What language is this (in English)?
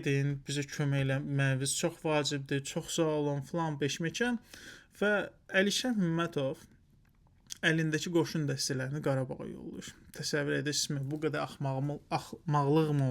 Azerbaijani